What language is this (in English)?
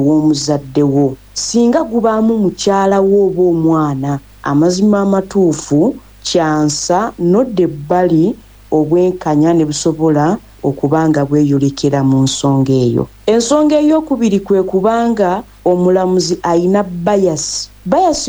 Ganda